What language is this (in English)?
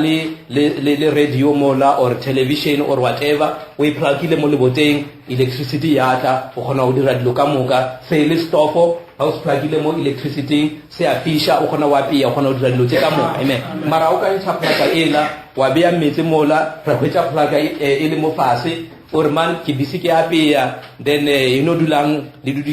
Northern Sotho